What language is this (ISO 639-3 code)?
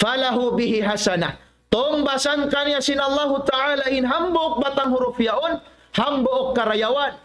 tsg